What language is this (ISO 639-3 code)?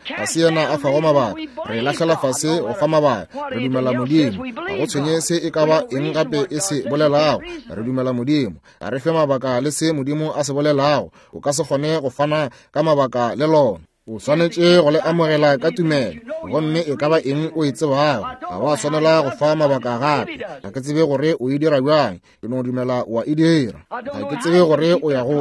nso